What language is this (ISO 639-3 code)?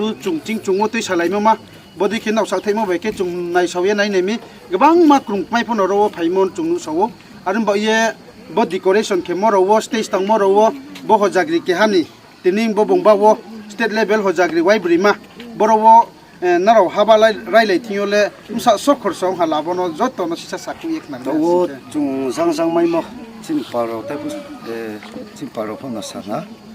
ria